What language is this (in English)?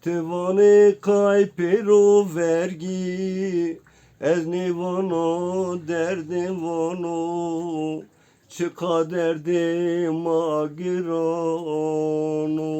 Zaza